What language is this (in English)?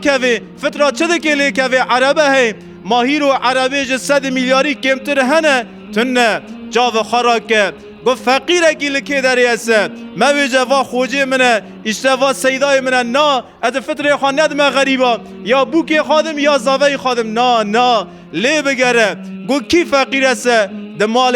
Kurdish